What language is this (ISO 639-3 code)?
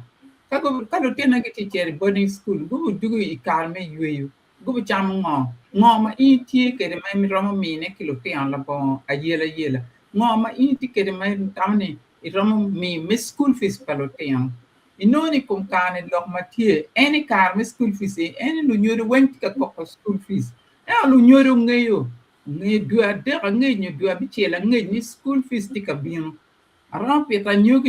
ach